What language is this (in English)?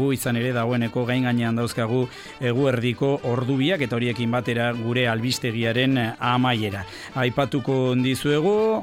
Basque